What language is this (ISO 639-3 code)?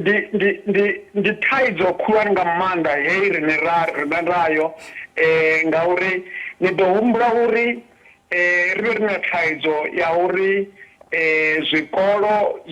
ven